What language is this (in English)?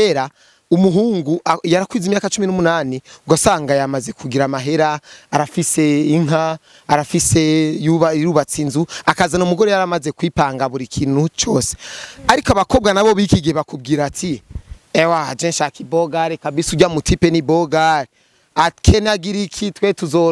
Rundi